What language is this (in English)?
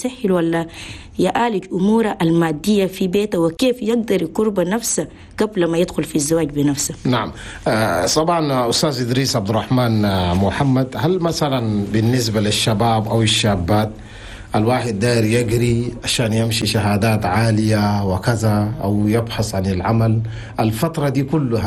Chadian Arabic